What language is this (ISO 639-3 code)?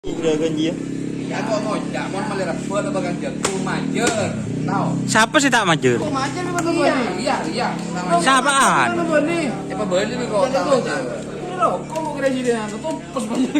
mad